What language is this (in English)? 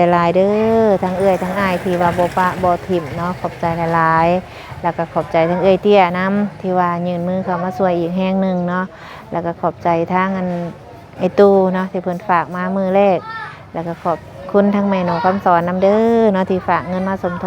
Lao